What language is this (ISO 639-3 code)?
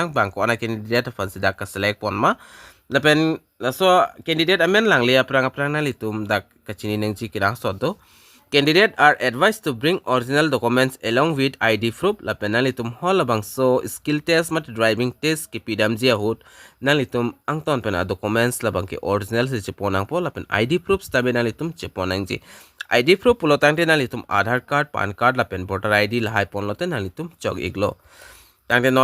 mjw